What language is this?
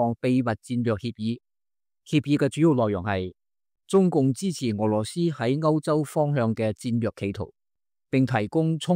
Cantonese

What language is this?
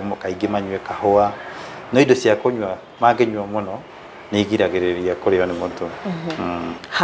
Kikuyu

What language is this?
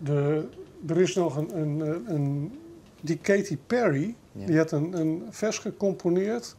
Western Frisian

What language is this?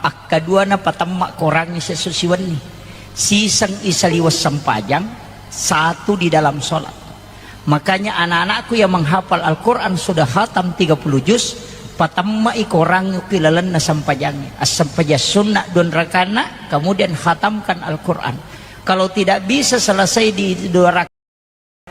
Buginese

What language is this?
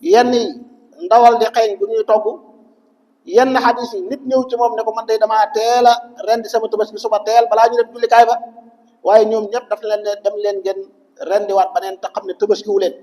Wolof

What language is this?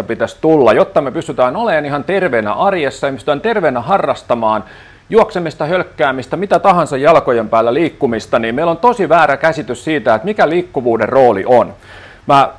Finnish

